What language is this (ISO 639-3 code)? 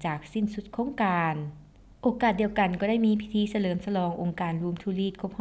lao